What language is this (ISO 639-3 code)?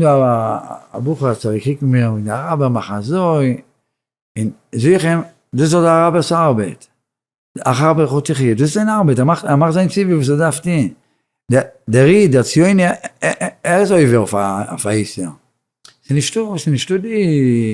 yid